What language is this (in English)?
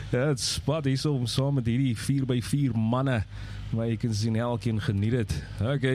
Afrikaans